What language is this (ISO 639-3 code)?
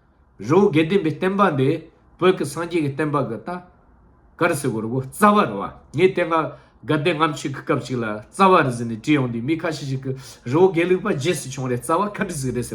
bod